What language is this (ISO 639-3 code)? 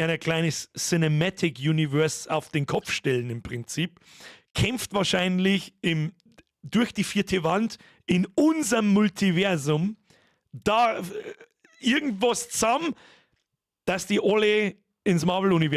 bar